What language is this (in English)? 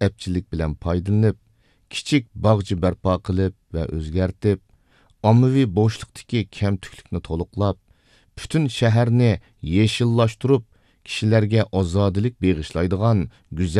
Uyghur